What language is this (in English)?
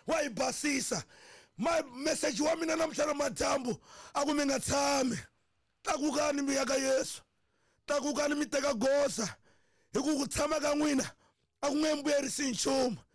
Tsonga